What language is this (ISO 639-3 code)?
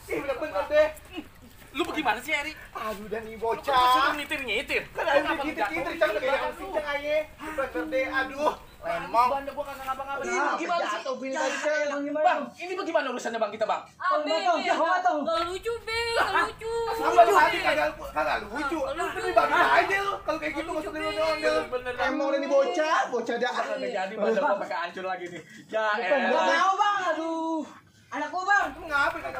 bew